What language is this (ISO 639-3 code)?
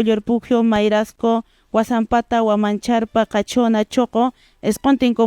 que